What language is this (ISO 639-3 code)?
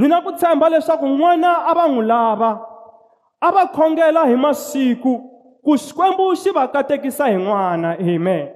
tso